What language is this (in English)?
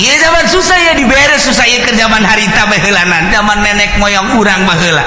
Sundanese